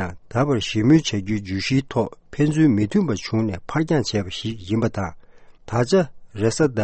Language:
Tibetan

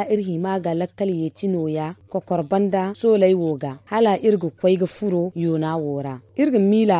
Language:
Zarma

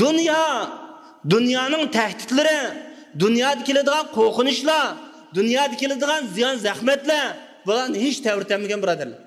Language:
Uyghur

